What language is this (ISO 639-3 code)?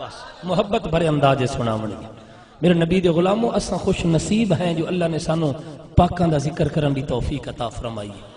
skr